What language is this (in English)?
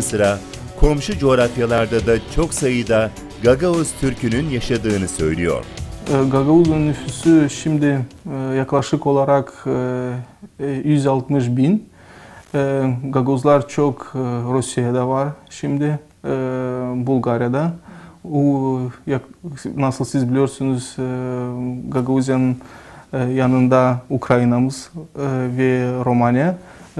Gagauz